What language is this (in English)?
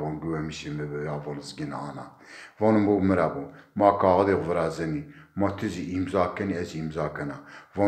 Zaza